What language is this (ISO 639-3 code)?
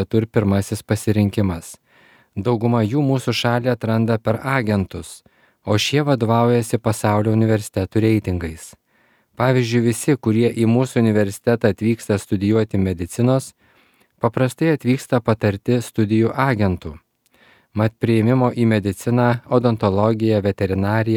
lit